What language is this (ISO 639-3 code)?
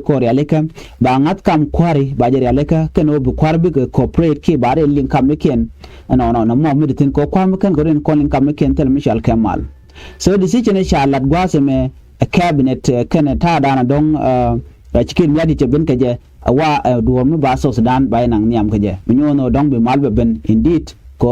nus